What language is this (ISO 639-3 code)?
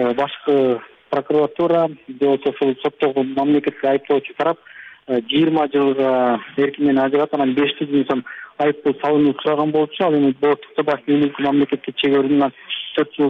kir